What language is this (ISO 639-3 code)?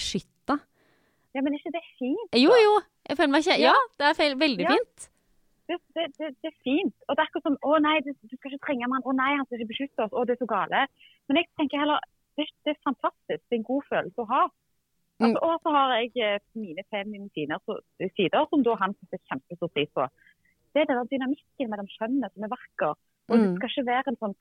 nor